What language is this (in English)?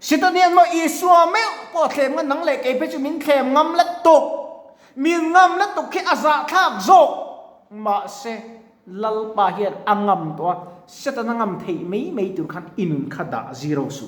Mizo